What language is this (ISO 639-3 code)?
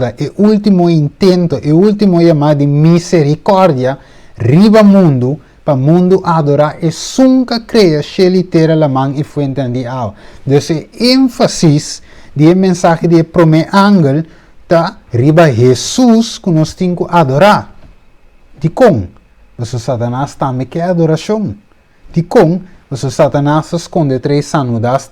pap